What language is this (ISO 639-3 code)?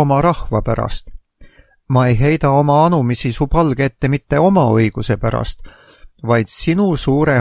est